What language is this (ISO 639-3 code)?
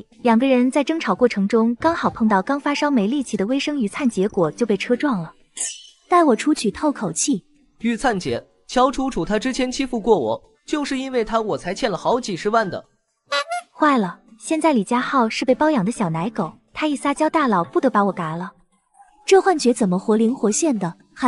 zho